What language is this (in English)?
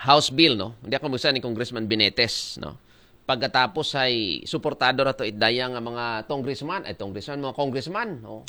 Aklanon